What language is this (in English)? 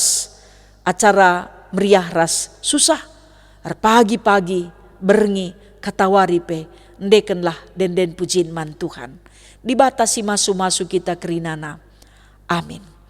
Batak Karo